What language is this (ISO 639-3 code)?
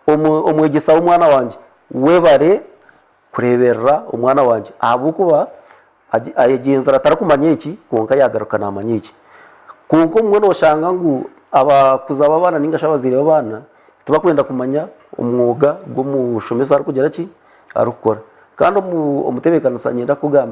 nyn